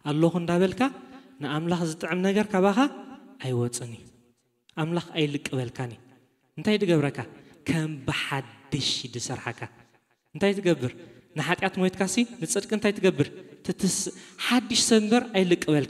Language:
Tigrinya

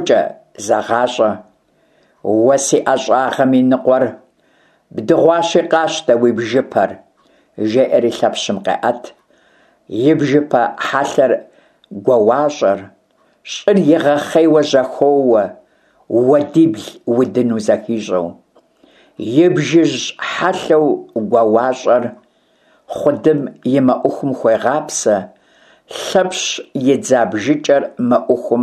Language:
Kabardian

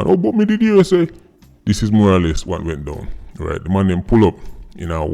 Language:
Jamaican Creole English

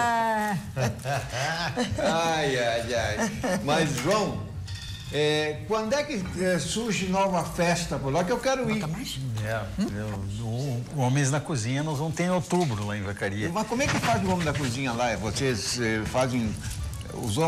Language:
Portuguese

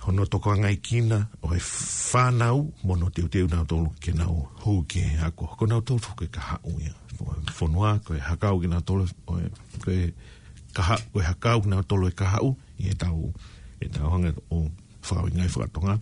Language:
Tongan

